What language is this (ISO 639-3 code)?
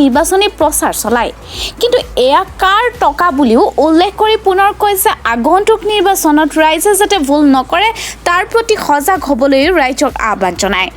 asm